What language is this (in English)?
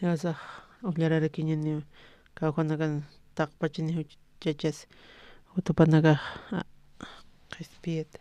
Aymara